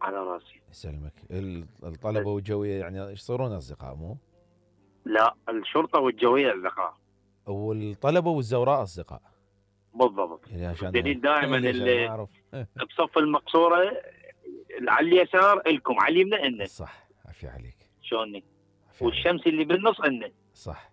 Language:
Mesopotamian Arabic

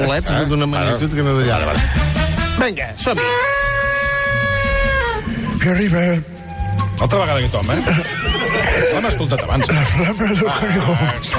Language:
Catalan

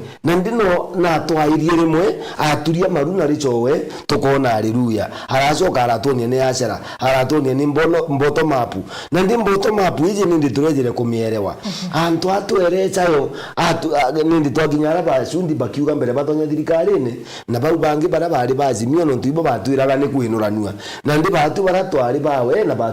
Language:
Meru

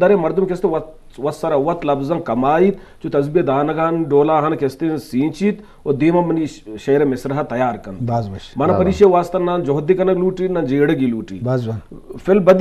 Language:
Eastern Balochi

